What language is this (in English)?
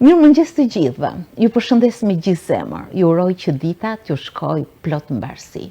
Albanian